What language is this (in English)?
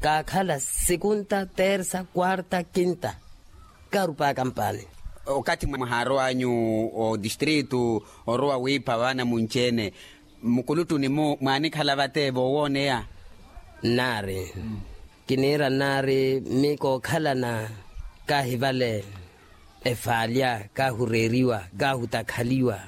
Makhuwa